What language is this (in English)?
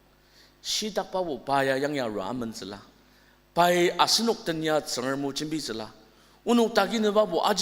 Ao Naga